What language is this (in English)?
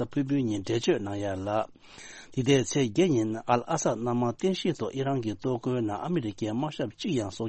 Tibetan